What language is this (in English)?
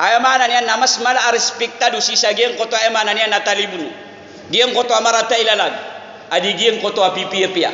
Maranao